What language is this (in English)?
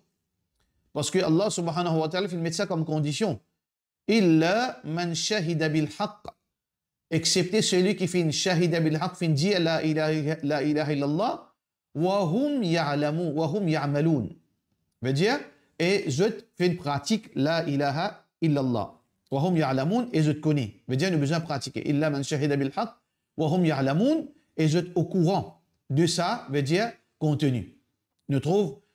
Morisyen